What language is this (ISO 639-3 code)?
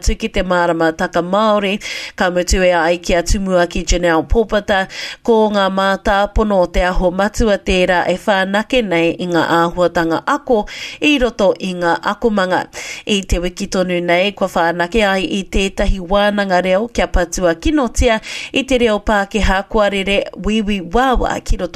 mri